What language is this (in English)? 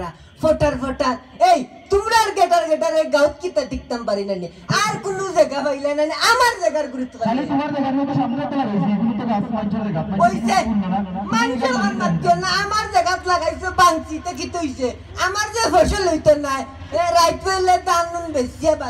Sylheti